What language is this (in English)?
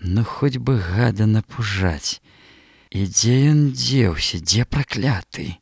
Belarusian